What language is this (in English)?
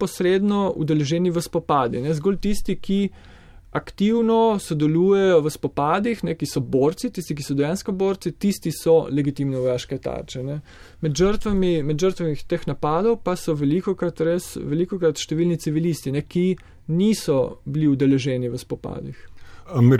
Slovenian